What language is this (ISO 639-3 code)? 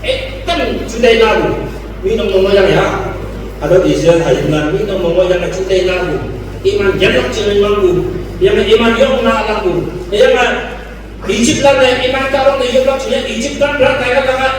nag